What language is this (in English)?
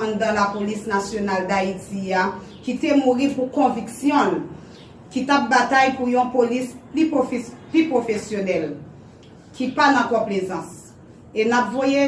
Haitian Creole